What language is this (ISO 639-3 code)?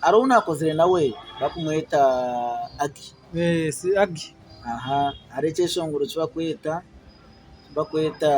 nyn